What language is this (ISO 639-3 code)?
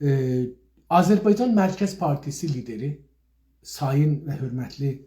azb